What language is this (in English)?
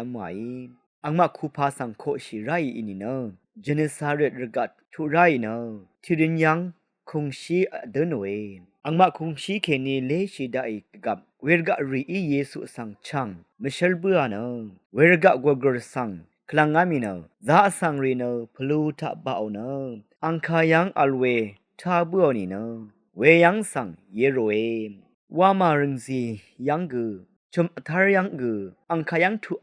Rawang